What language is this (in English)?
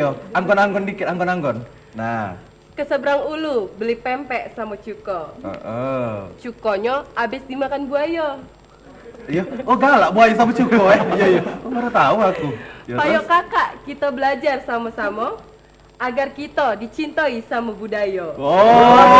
Musi